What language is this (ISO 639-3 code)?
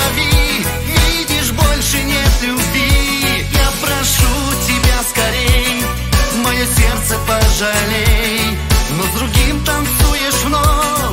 rus